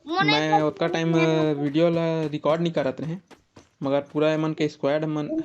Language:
Chhattisgarhi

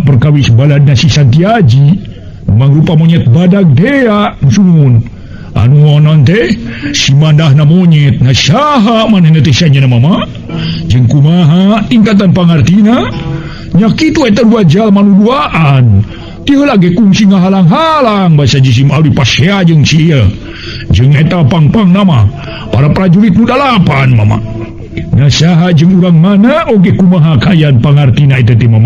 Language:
Sundanese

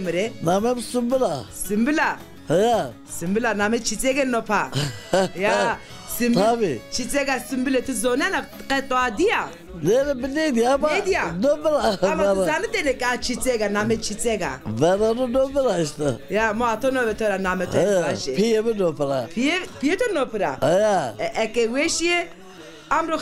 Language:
Zaza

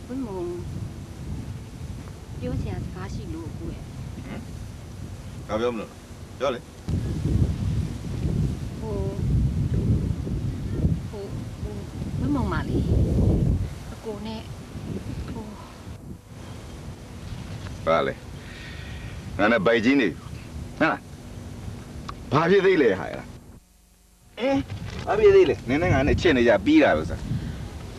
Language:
Burmese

